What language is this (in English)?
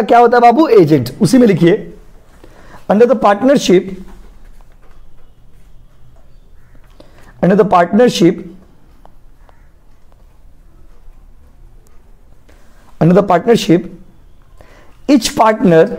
Hindi